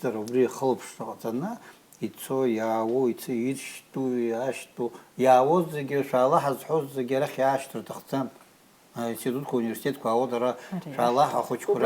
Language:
Abkhazian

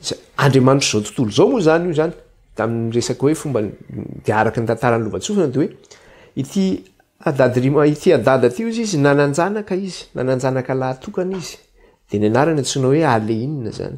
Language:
Malagasy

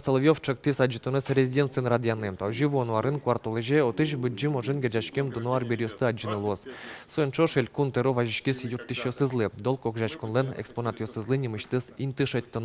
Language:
Udmurt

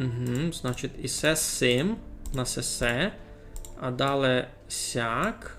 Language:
Rusyn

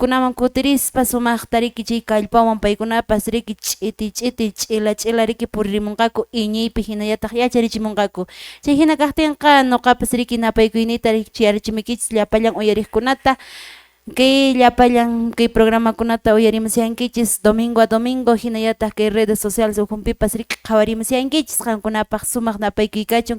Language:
Quechua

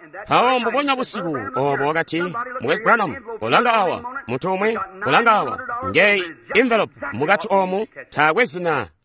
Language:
Tonga (Zambia)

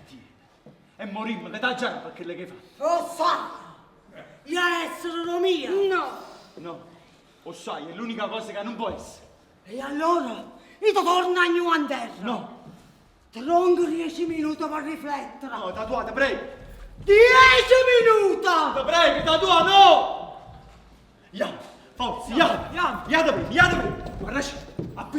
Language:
Neapolitan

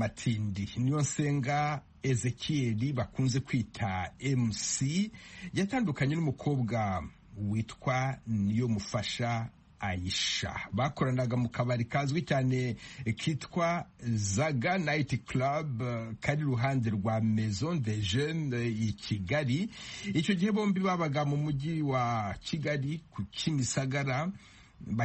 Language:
Kinyarwanda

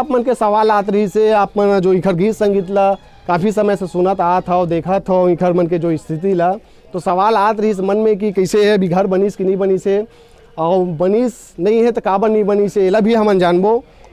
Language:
Chhattisgarhi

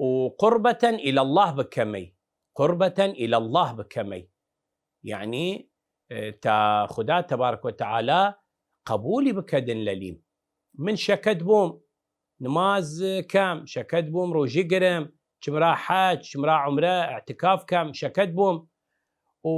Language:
Southern Kurdish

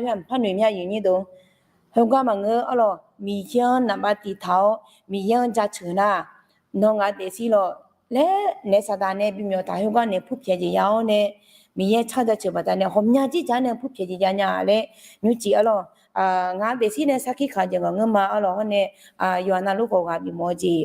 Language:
Akha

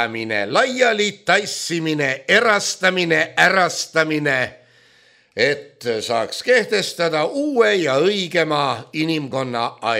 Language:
Estonian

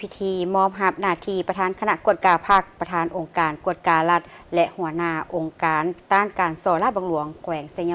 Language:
Lao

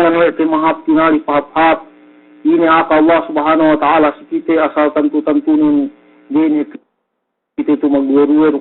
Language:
Yakan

